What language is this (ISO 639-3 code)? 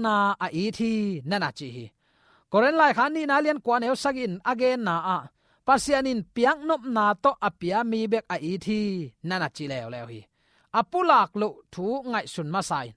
ctd